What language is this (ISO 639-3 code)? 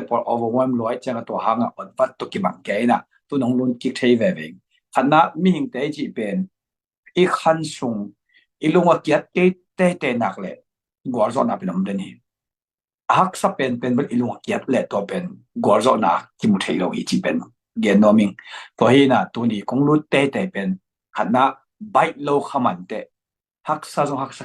ctd